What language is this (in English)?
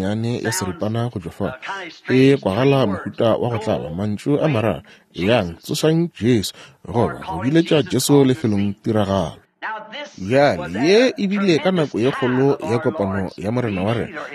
Northern Sotho